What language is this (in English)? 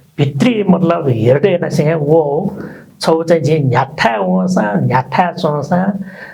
Newari